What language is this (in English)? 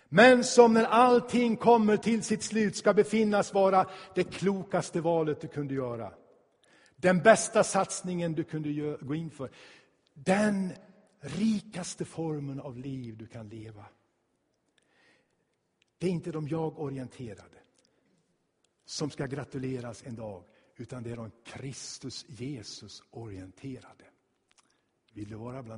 Swedish